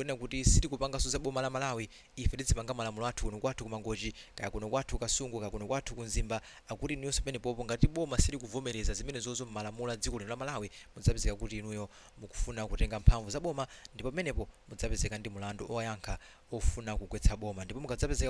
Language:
Nyanja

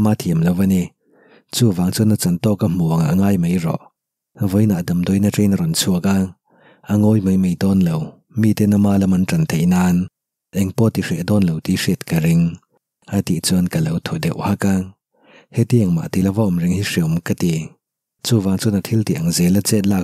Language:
Mizo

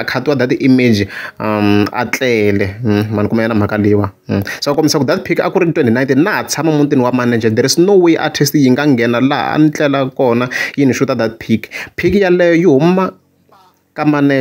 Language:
Tsonga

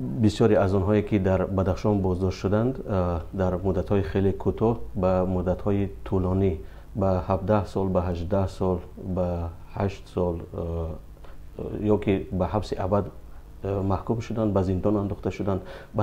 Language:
Tajik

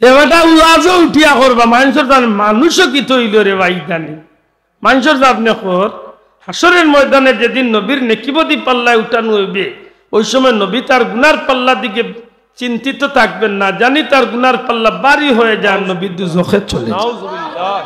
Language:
Sylheti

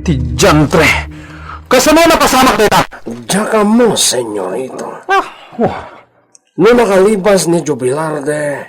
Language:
Iloko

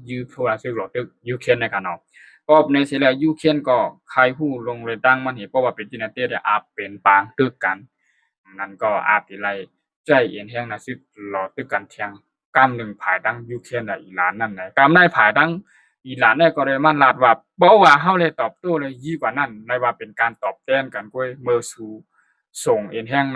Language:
Shan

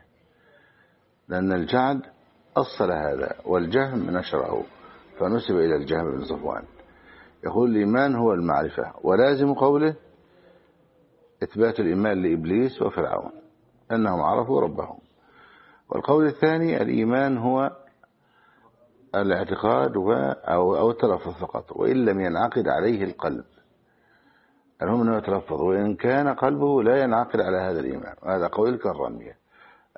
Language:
Arabic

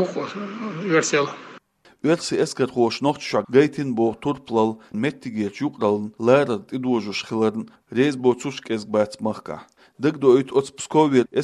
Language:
Chechen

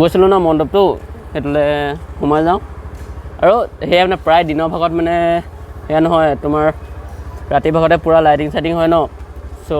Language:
Assamese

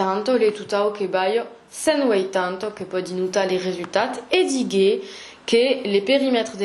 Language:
Occitan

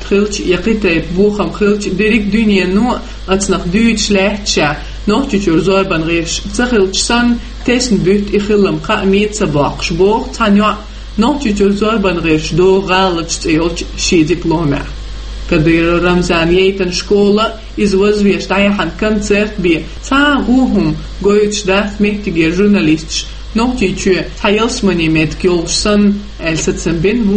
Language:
Chechen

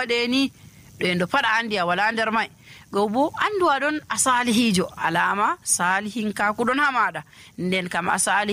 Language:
Nigerian Fulfulde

